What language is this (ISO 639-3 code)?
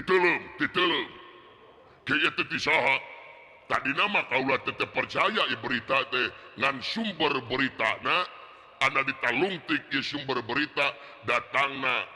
sun